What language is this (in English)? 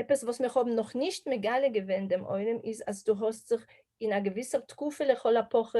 Yiddish